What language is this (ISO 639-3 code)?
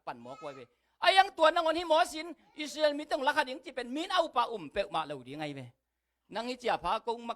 ctd